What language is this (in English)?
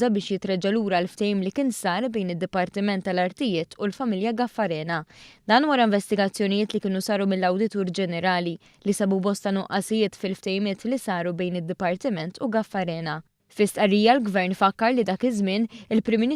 Maltese